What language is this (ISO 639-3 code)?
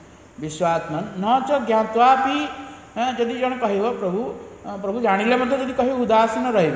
ori